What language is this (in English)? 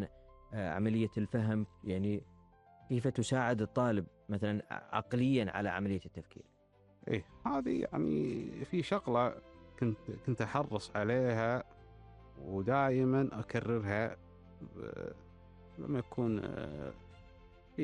Gulf Arabic